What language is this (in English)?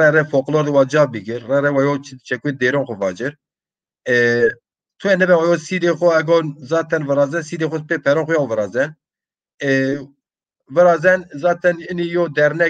Zaza